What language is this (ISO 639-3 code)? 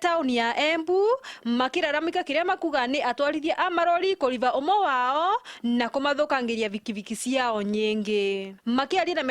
mer